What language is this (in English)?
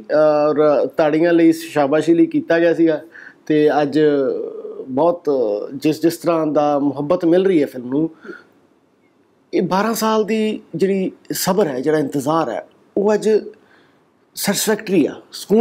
Punjabi